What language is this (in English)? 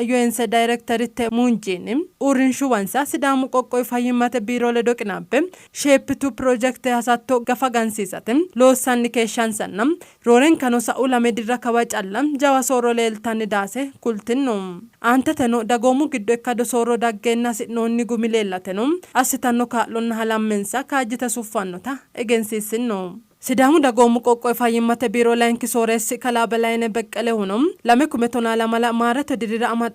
Sidamo